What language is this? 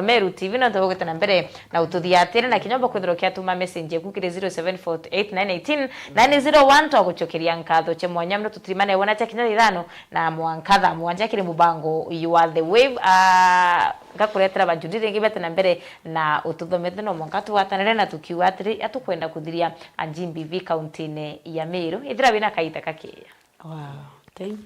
Meru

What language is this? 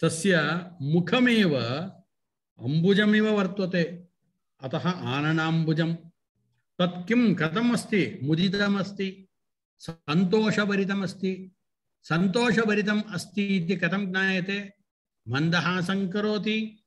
Sanskrit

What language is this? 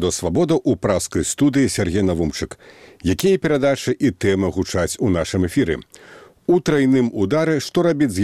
Belarusian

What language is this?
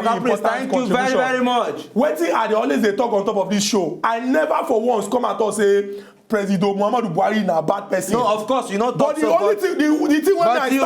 Nigerian Pidgin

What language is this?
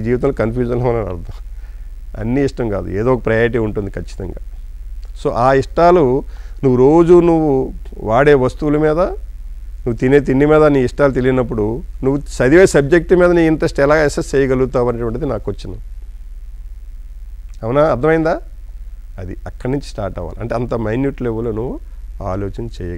Telugu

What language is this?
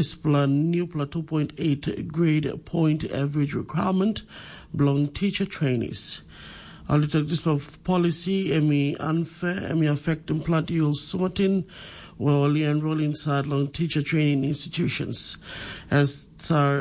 Tok Pisin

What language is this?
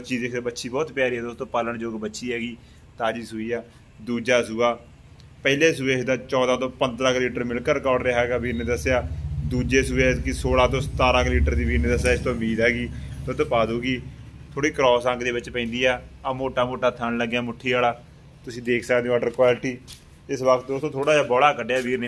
Punjabi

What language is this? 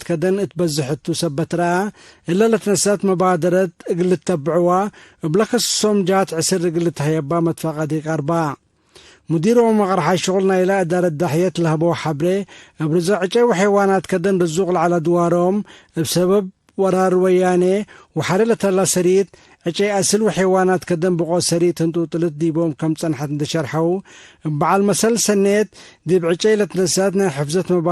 Tigre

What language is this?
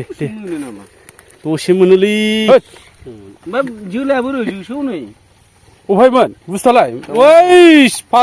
Bodo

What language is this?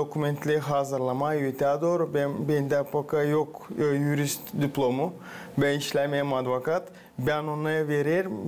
Gagauz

